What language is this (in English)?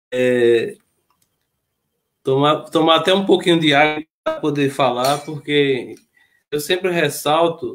Portuguese